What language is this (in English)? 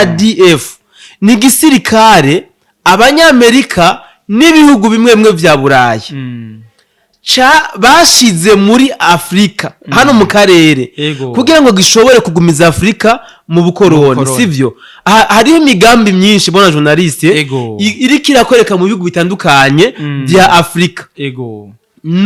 Rundi